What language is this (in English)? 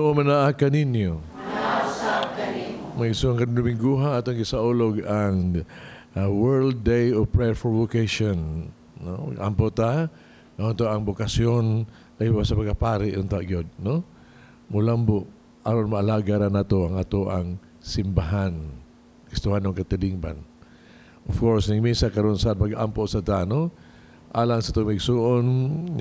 Cebuano